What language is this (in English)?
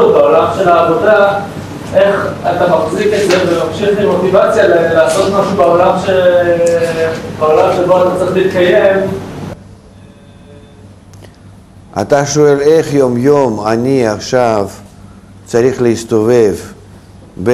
Hebrew